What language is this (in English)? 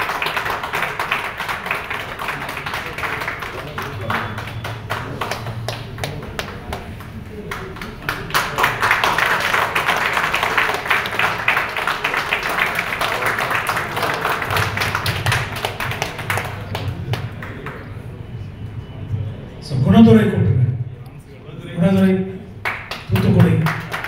Tamil